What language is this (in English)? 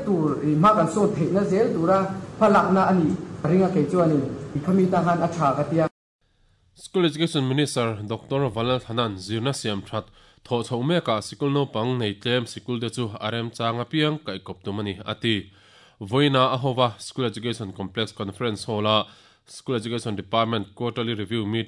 Mizo